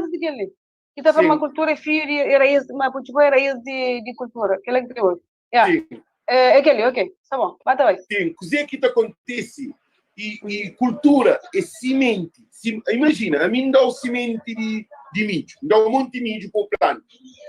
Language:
Kabuverdianu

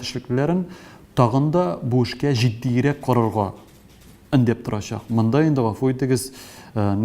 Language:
Tatar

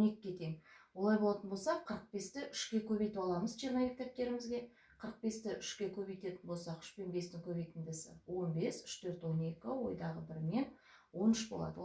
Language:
Kazakh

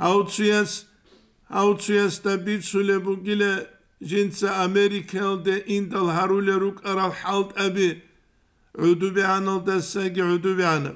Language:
Avaric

